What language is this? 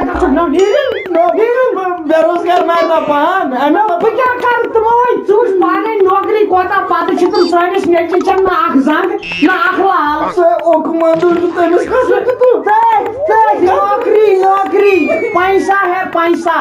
Kashmiri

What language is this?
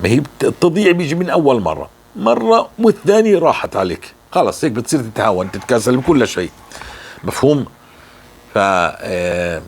North Levantine Arabic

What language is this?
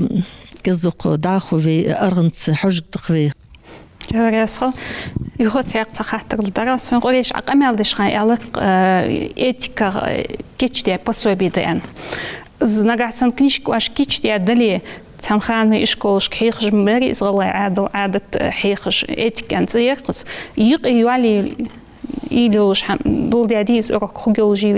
Ingush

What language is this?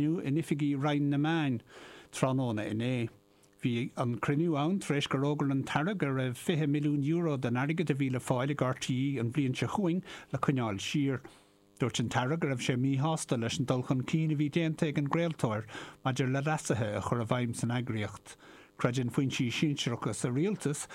Irish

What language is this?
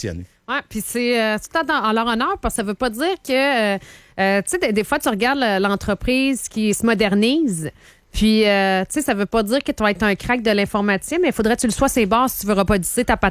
French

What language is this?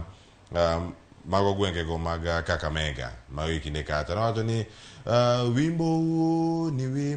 Luo (Kenya and Tanzania)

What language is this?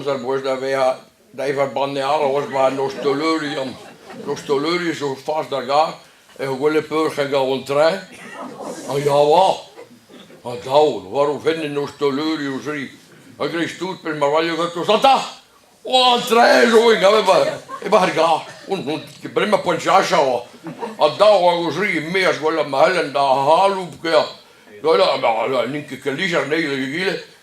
Breton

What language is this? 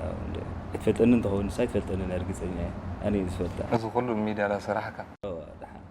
Tigrinya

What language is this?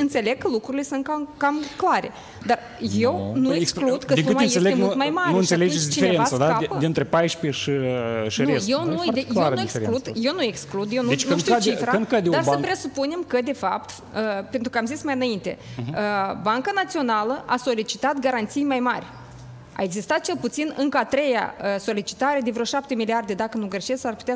Romanian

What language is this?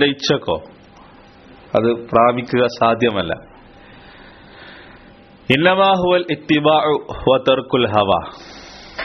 Malayalam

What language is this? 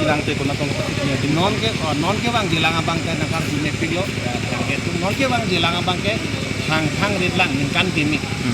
Karbi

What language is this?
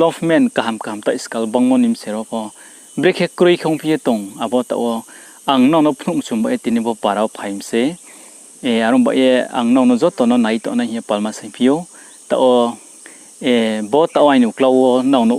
Riang (India)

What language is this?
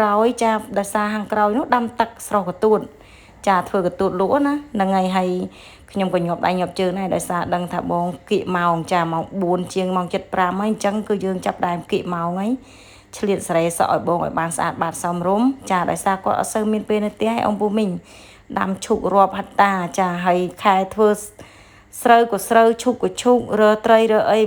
Khmer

